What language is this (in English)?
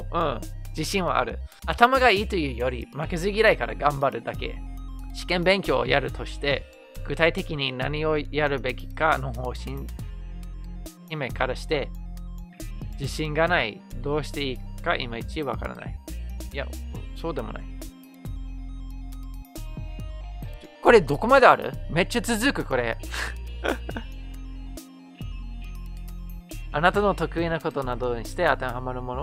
Japanese